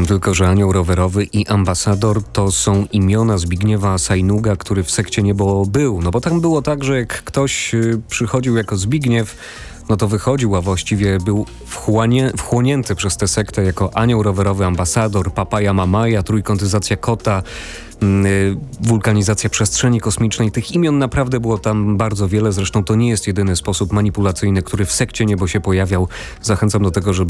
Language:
Polish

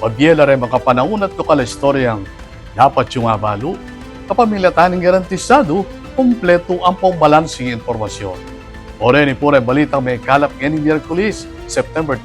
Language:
Pampanga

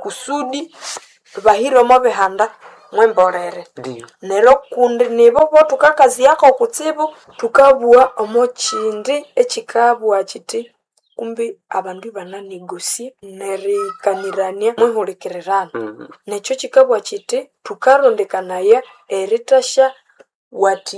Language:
Nande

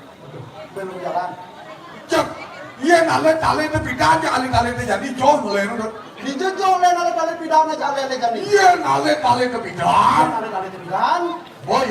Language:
Balinese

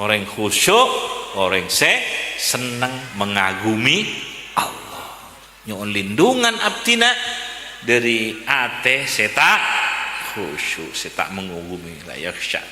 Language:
Madurese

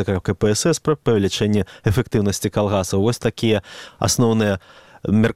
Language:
Belarusian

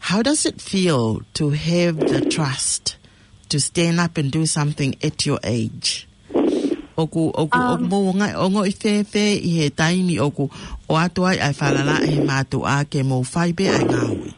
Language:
Tongan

